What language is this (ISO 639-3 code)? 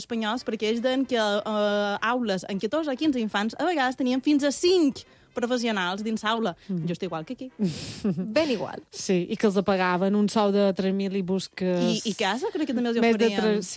cat